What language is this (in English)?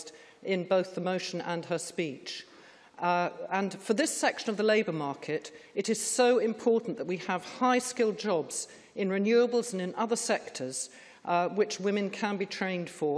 English